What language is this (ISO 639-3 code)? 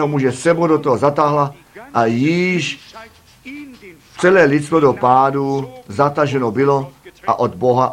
ces